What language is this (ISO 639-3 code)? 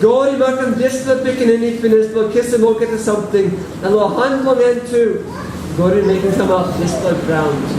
tpi